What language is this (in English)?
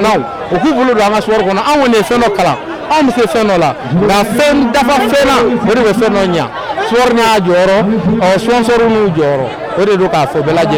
Bambara